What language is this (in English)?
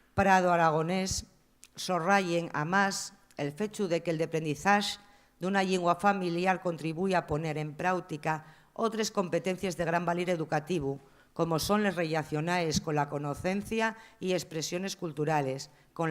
Asturian